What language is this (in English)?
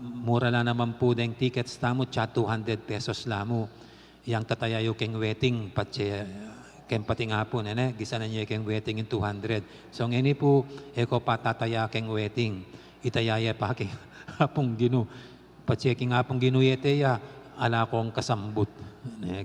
Pampanga